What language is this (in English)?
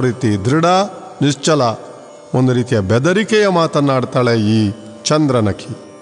Kannada